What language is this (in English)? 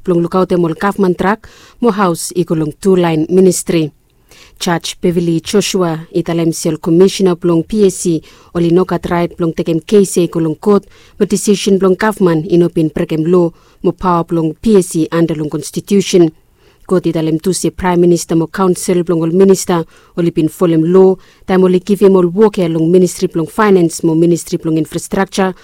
Bislama